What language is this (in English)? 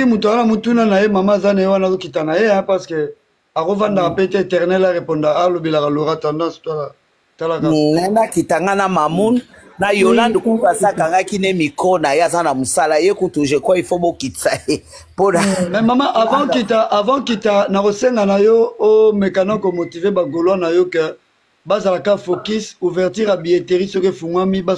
Lingala